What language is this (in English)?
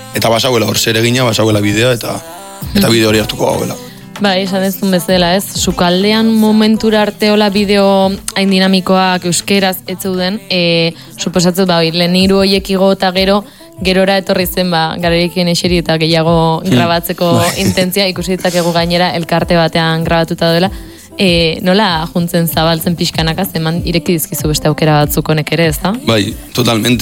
Basque